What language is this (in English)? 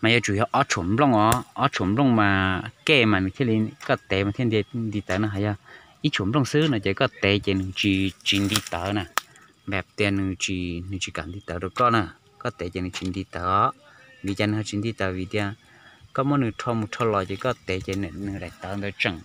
Hmong